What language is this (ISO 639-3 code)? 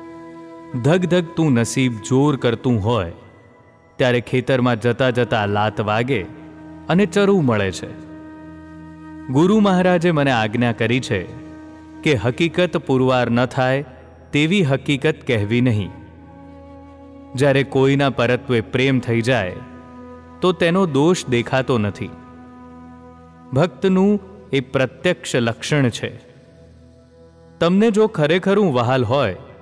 guj